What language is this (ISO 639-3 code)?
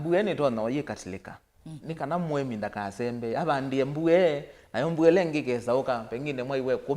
kam